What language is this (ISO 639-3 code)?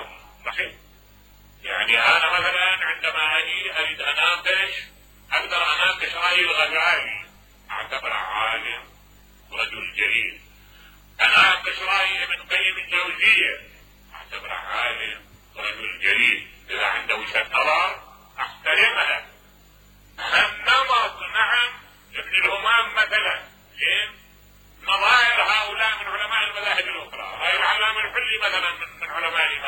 acm